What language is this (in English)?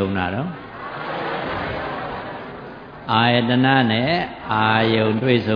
Burmese